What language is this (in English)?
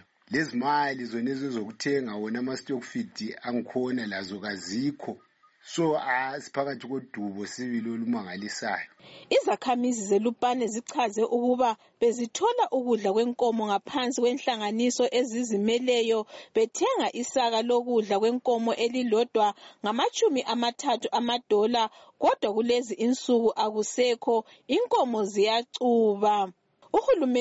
North Ndebele